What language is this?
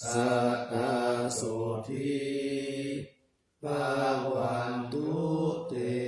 Pali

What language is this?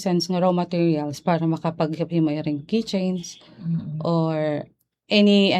Waray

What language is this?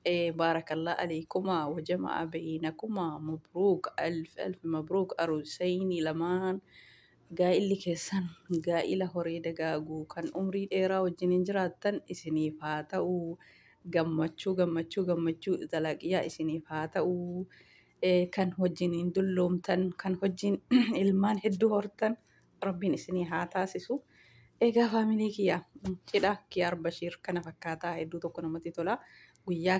Oromo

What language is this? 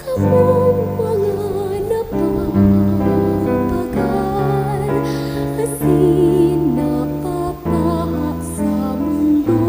Bikol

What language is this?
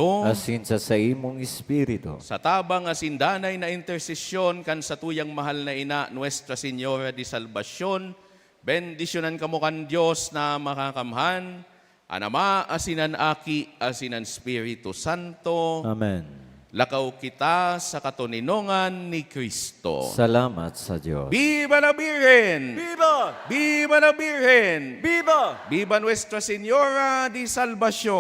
Bikol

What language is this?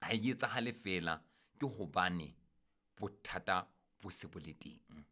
Southern Sotho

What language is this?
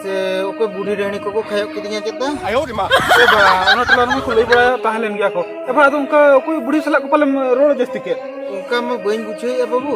Santali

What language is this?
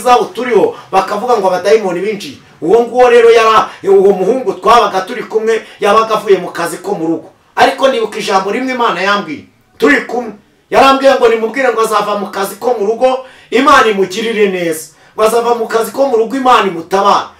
Kinyarwanda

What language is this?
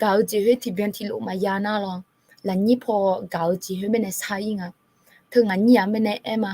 Akha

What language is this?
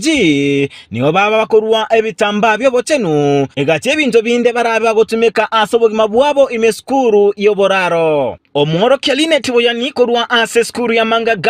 Gusii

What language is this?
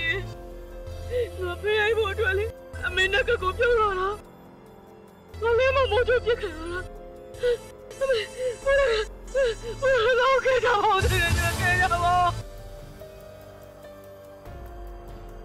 Burmese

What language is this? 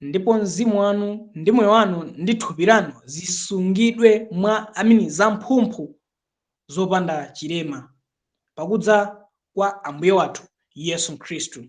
Nyanja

